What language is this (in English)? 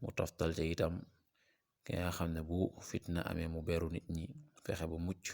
Wolof